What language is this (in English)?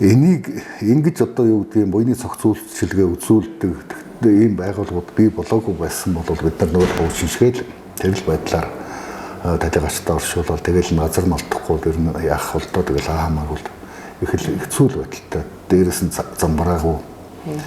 Mongolian